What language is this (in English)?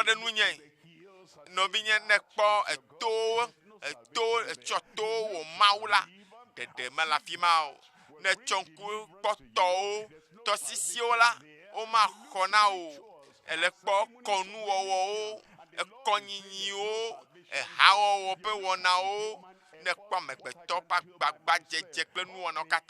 Ewe